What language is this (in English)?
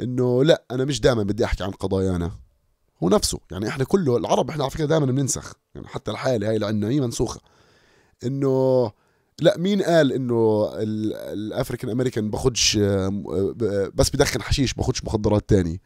North Levantine Arabic